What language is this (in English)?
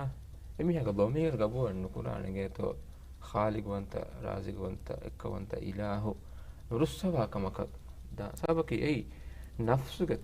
Divehi